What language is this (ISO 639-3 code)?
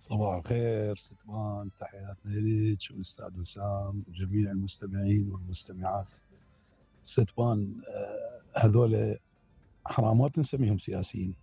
acm